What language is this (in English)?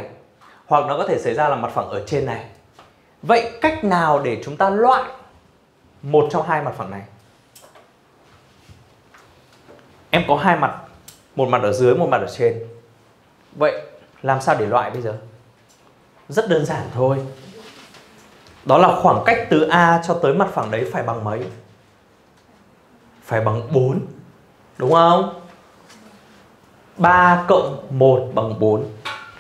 Vietnamese